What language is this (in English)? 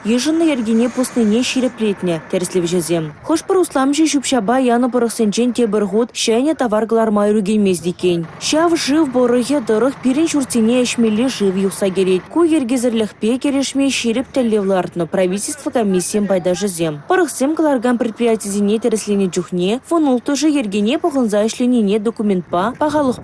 Chuvash